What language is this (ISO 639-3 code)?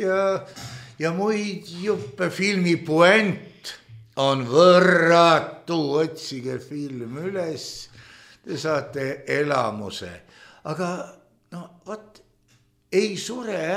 est